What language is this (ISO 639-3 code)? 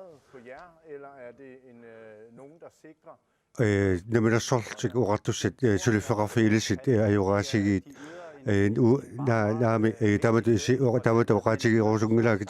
kal